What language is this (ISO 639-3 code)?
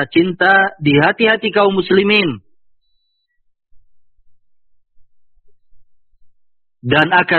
ind